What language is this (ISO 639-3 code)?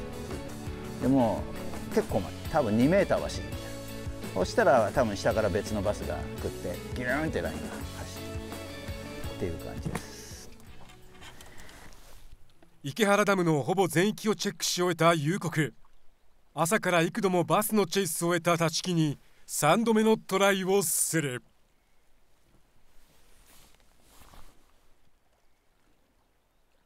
jpn